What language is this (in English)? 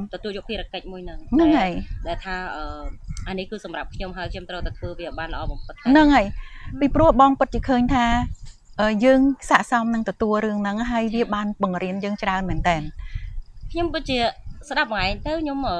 Khmer